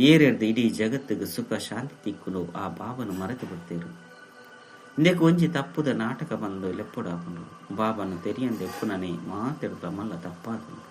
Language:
Tulu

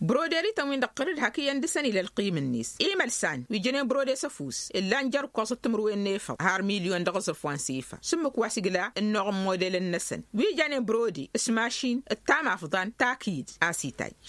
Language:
Tamasheq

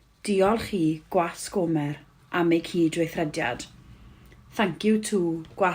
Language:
Welsh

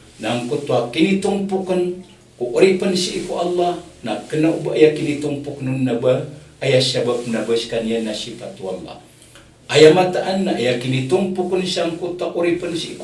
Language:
Maranao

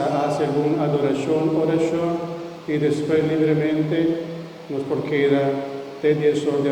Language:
Papiamento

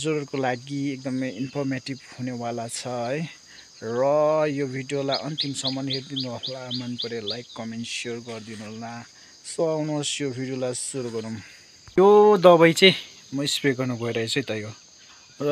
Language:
Nepali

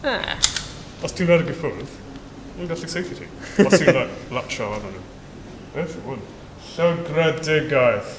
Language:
Welsh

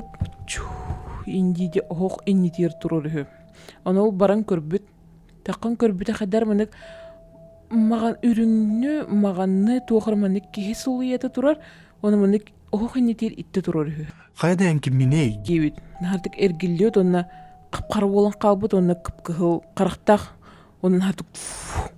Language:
Yakut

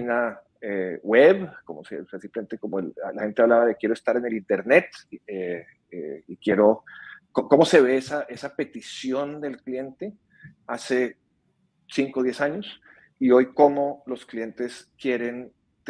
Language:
Spanish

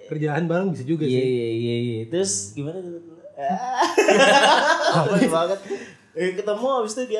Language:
Indonesian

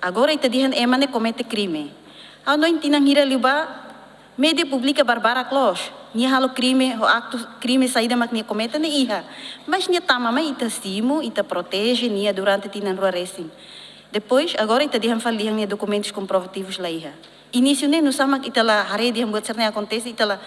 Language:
Tetum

